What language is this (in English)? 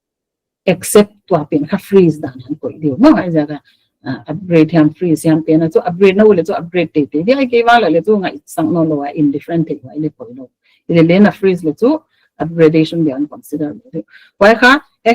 Paite Chin